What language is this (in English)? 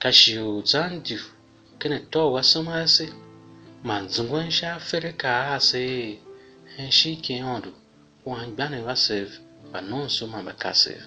Tiv